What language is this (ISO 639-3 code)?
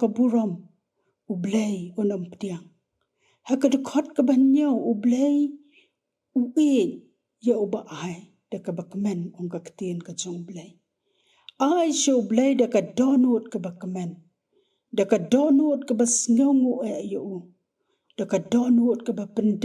kha